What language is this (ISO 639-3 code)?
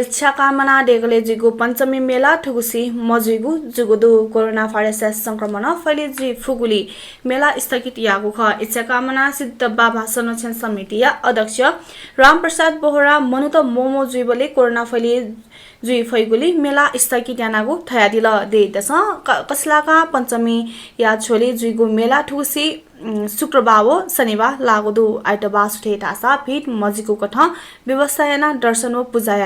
new